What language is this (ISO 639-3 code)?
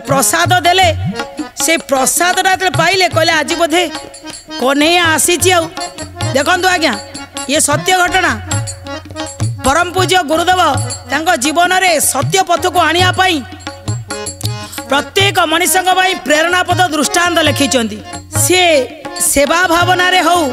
ori